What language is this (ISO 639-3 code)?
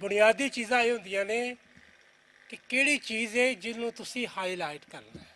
lah